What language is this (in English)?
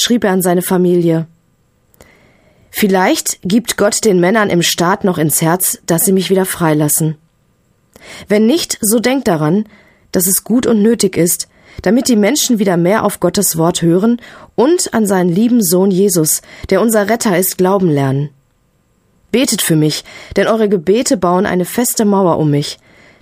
German